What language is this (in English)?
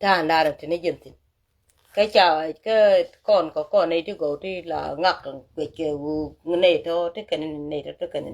Nuer